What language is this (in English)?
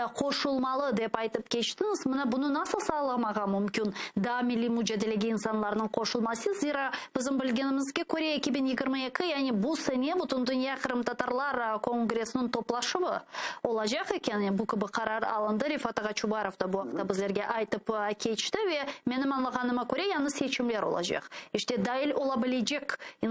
Crimean Tatar